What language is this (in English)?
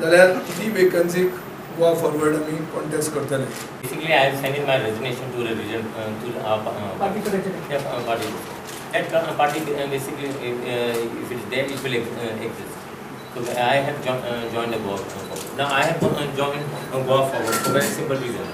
Konkani